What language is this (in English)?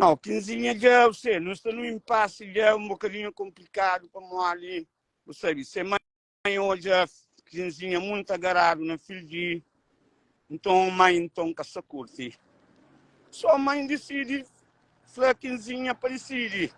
Kabuverdianu